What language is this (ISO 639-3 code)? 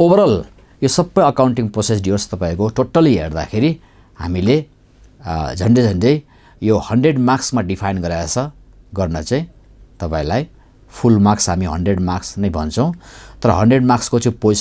nep